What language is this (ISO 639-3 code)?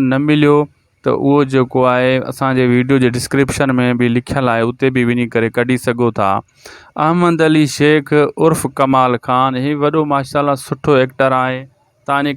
snd